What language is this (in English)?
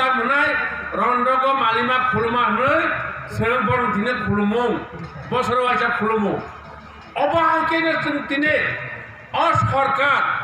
Kok Borok